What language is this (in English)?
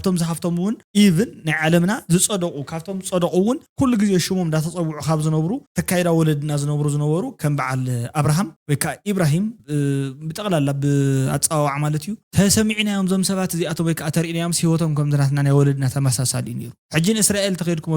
Tigrinya